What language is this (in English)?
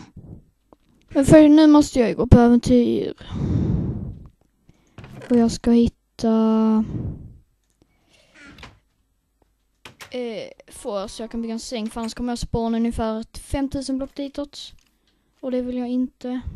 Swedish